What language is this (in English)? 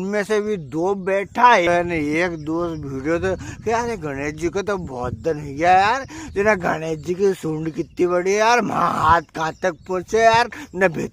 Rajasthani